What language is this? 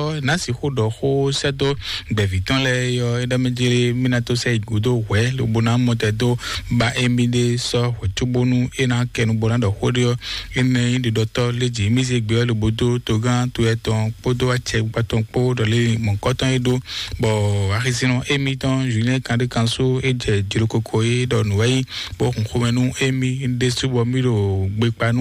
Fon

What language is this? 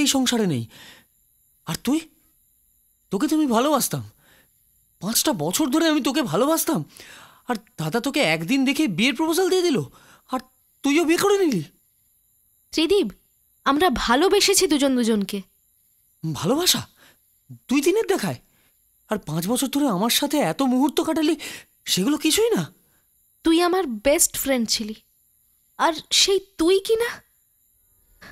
Bangla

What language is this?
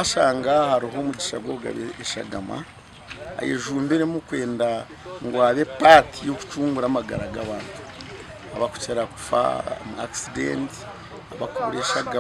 Nyankole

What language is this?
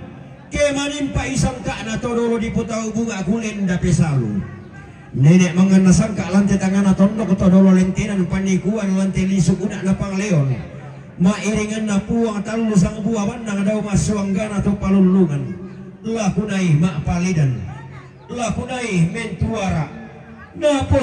Toraja-Sa'dan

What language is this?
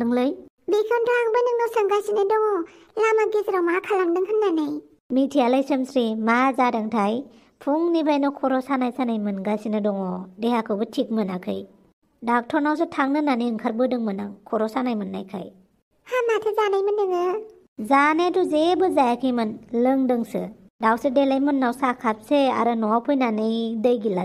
Bodo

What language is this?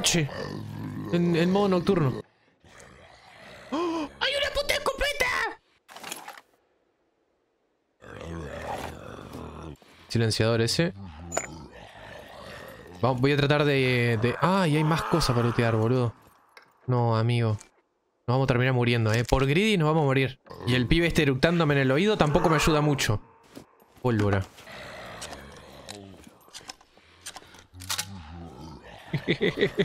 Spanish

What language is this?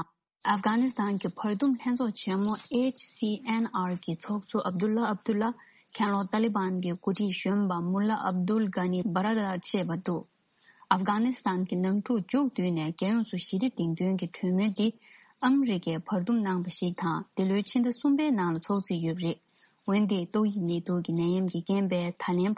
Tibetan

